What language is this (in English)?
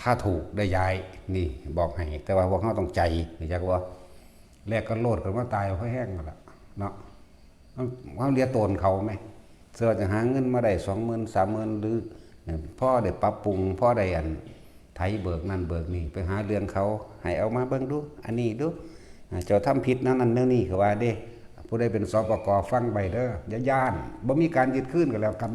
Northeastern Thai